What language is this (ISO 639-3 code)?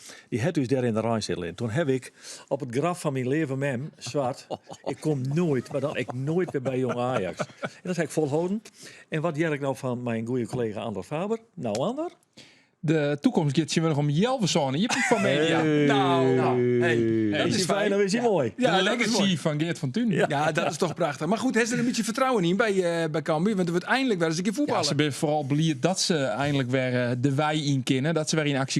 fry